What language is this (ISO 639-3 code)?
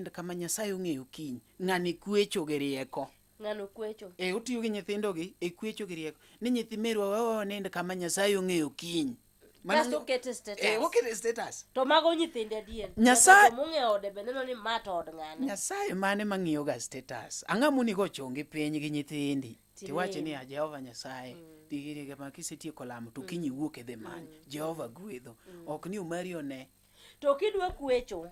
luo